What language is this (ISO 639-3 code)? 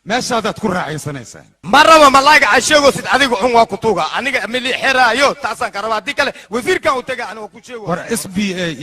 som